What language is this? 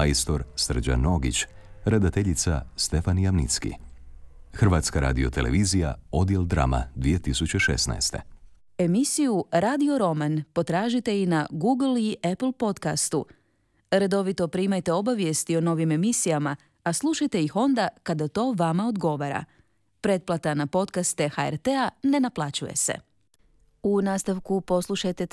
Croatian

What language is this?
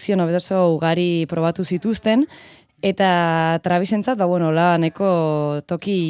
Basque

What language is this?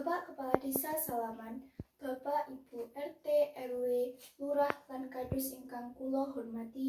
Javanese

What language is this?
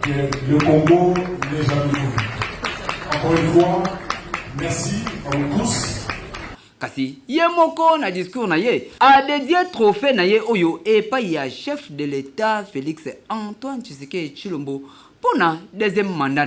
Lingala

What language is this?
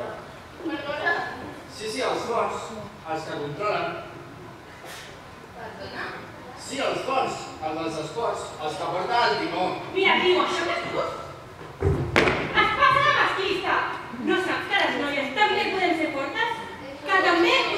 Catalan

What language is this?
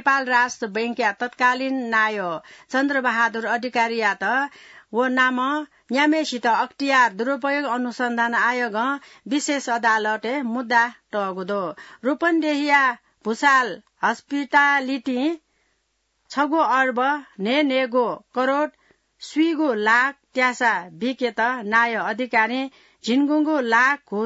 Newari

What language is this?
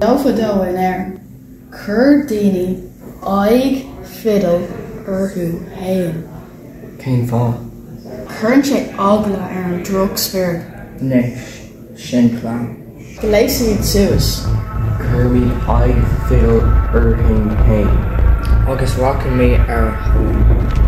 Irish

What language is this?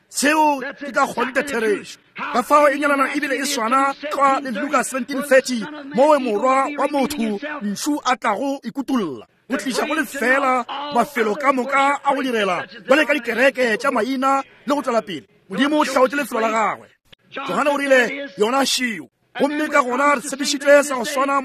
Northern Sotho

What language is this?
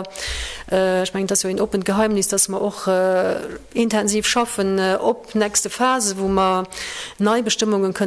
Luxembourgish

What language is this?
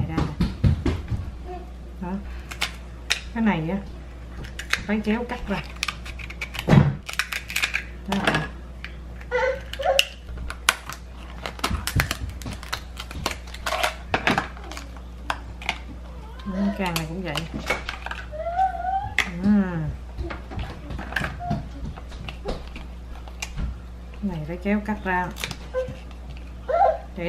Vietnamese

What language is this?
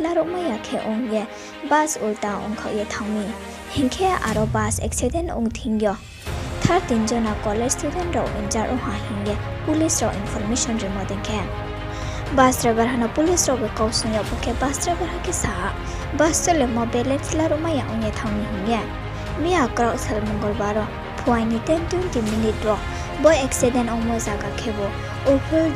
Riang (India)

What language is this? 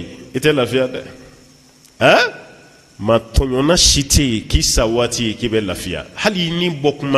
Bambara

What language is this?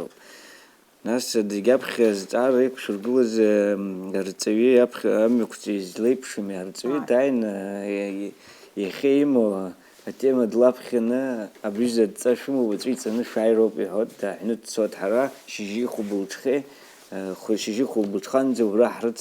Abkhazian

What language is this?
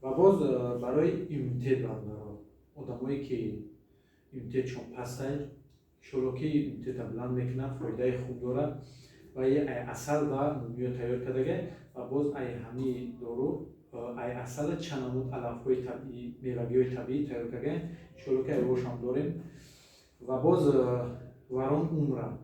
Tajik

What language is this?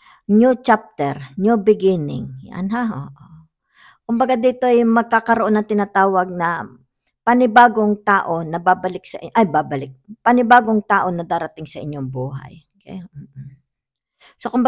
Filipino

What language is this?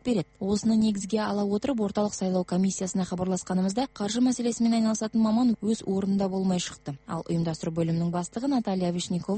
Kazakh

